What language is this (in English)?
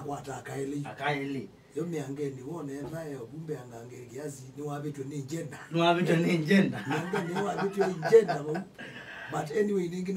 Kamba